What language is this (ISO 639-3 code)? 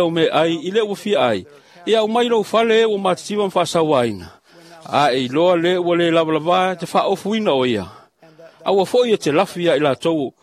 smo